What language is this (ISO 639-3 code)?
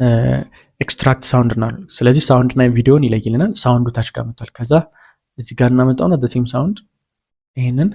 amh